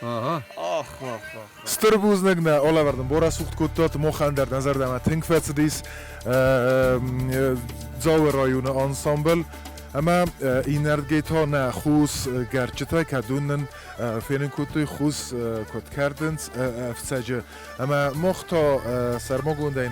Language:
Ossetic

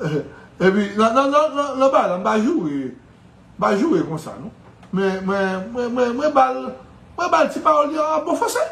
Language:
Haitian Creole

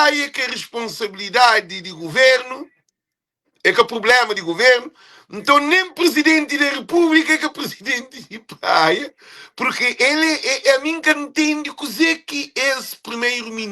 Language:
Kabuverdianu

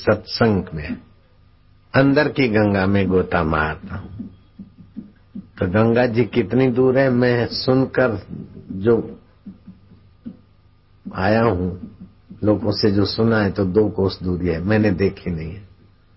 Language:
Hindi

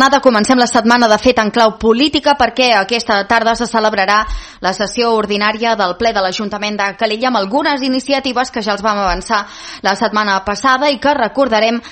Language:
Catalan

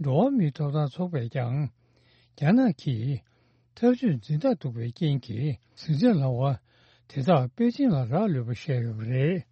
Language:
Tibetan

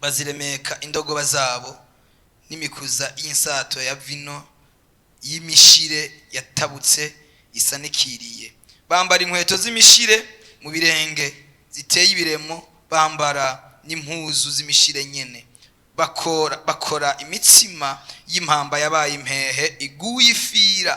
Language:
Rundi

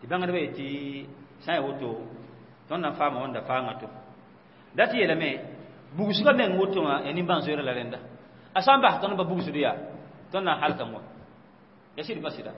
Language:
Mossi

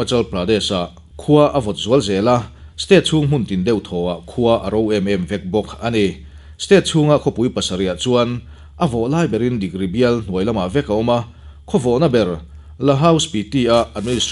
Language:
Mizo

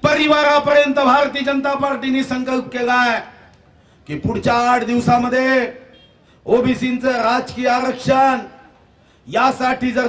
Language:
Marathi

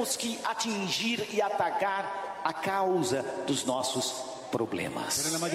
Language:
Portuguese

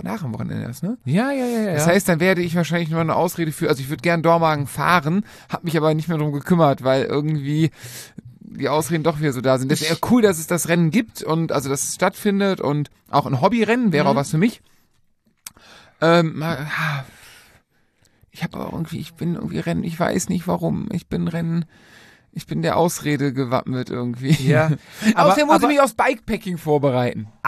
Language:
German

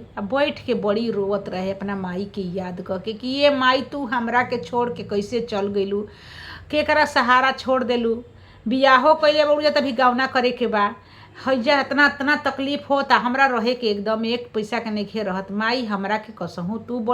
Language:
Bhojpuri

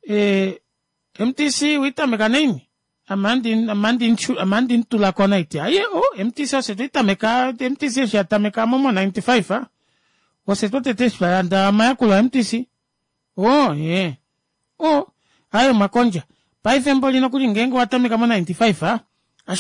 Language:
Kuanyama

